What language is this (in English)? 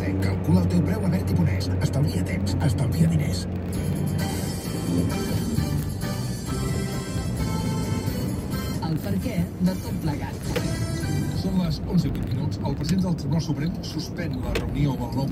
Catalan